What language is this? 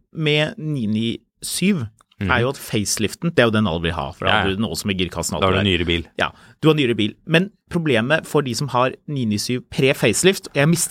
Norwegian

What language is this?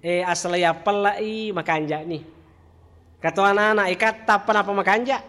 Buginese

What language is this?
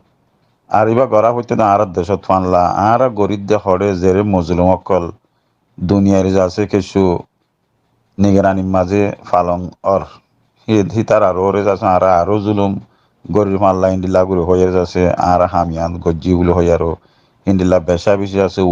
Rohingya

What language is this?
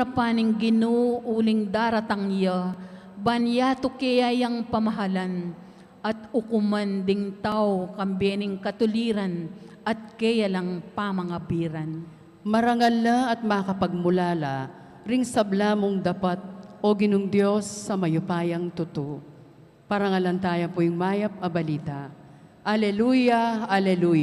Pampanga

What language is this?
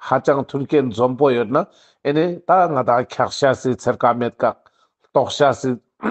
Ladakhi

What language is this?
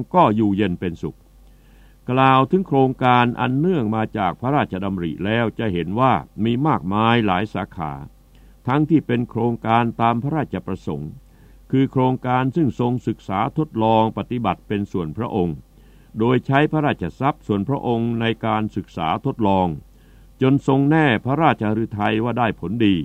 Thai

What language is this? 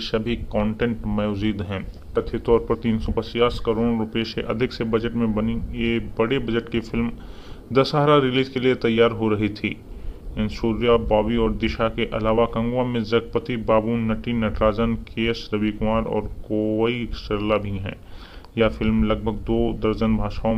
Hindi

